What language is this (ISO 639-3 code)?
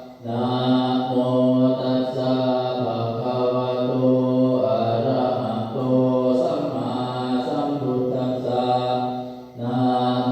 pli